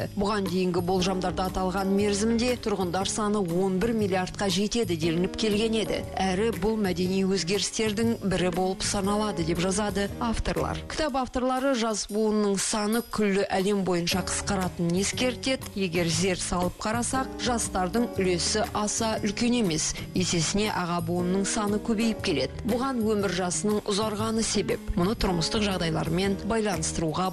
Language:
Kazakh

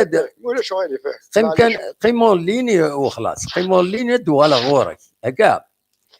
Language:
Kabyle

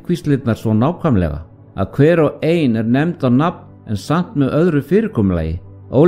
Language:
Icelandic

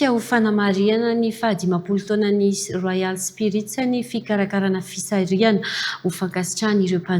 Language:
Malagasy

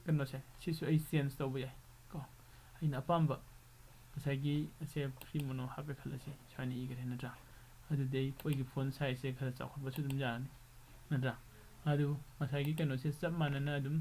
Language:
Manipuri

